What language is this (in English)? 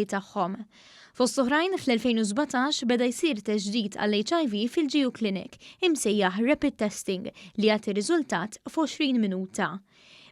Maltese